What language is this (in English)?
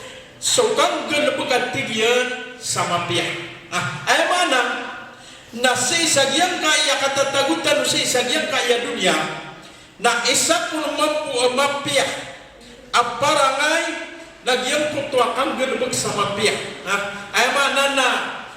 Maranao